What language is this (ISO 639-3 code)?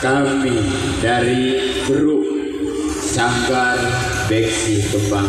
bew